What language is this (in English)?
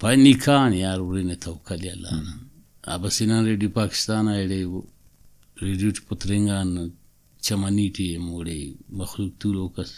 Brahui